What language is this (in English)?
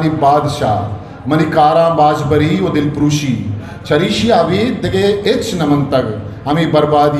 Eastern Balochi